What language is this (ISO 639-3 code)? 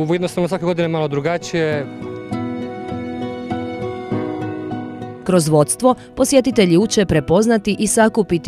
hrv